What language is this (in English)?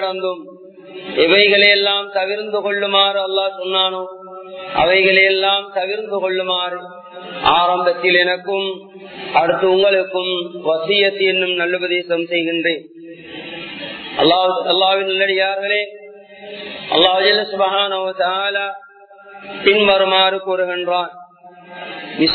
Tamil